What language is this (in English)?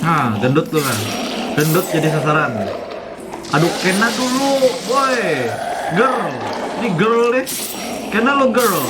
Banjar